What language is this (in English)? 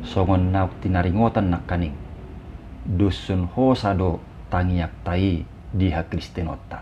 Batak Toba